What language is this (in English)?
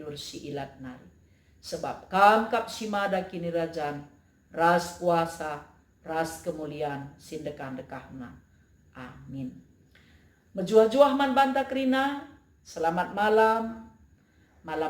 Batak Karo